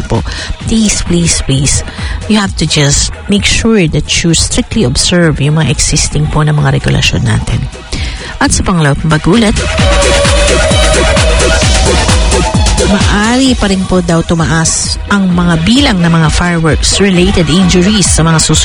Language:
Filipino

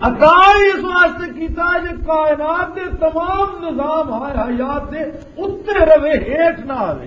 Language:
Western Panjabi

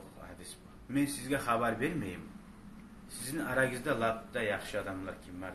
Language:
Kumyk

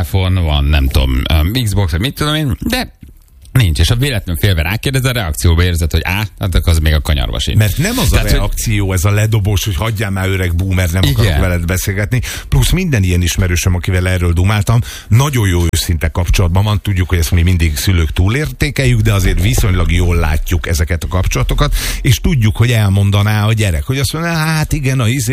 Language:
Hungarian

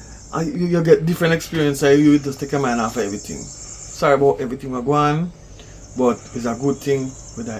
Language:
Jamaican Creole English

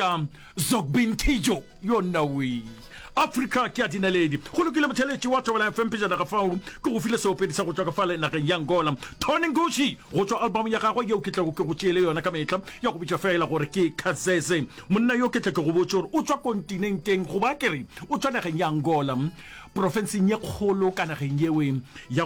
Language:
Northern Sotho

